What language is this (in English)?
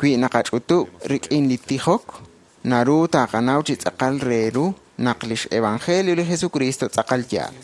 Kekchí